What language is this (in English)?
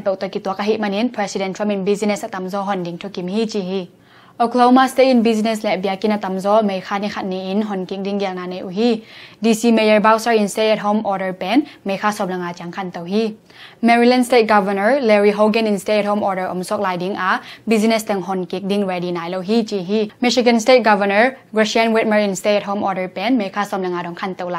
Tedim Chin